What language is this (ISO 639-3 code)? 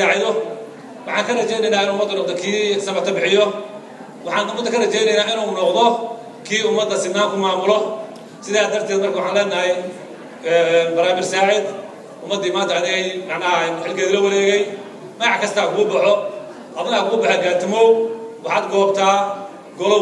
som